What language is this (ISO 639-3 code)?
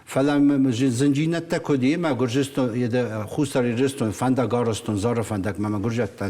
oss